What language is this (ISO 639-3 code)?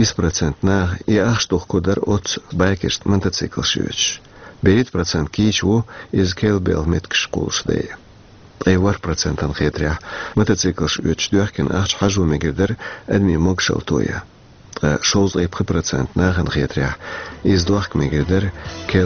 che